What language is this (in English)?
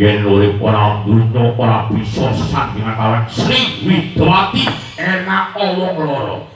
Javanese